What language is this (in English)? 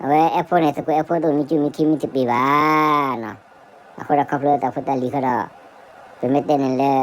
S'gaw Karen